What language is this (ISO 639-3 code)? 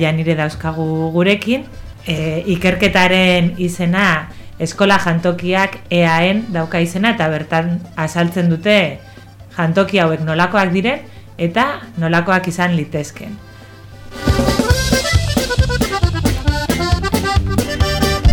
eus